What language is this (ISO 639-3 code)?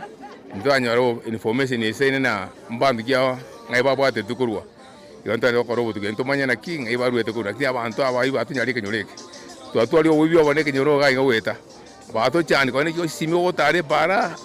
guz